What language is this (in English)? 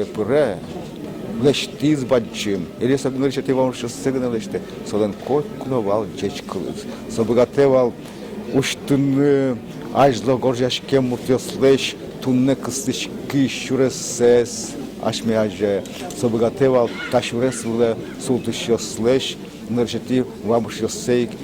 Udmurt